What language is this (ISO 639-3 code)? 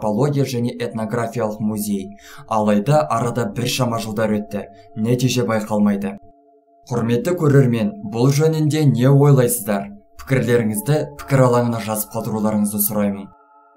kaz